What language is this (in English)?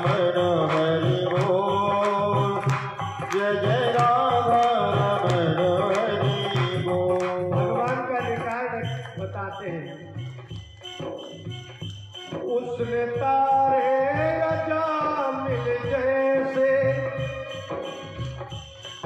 Hindi